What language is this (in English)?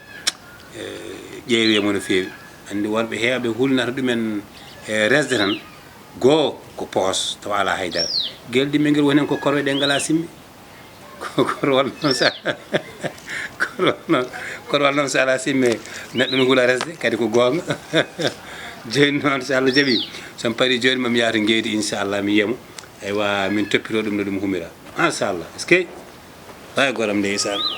Fula